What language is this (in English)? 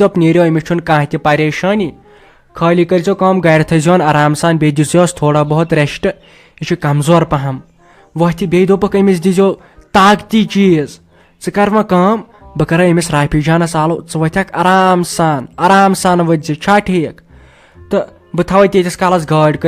Kashmiri